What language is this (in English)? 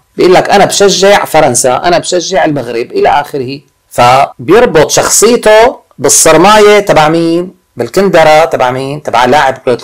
North Levantine Arabic